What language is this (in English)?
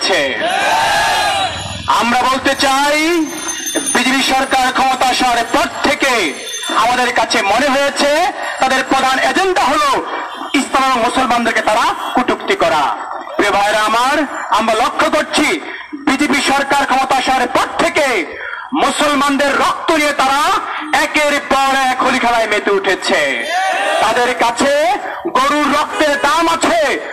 Bangla